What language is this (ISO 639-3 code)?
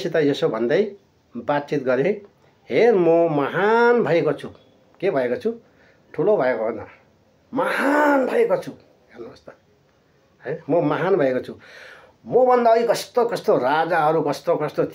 nep